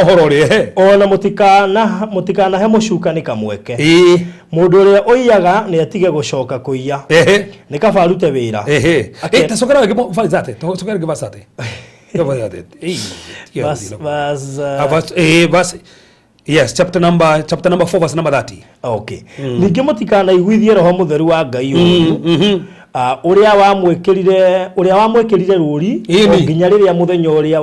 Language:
Kikuyu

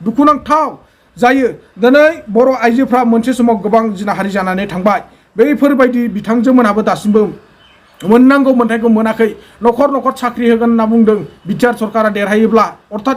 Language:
Bodo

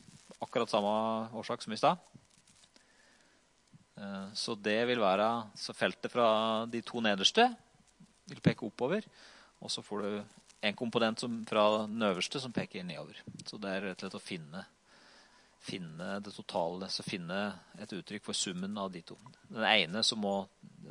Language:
Norwegian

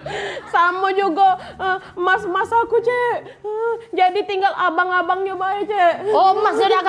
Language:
Musi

